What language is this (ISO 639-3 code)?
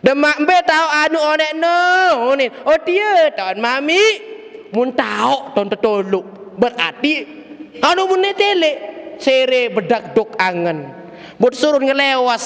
sas